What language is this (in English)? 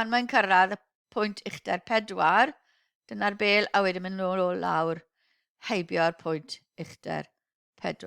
Welsh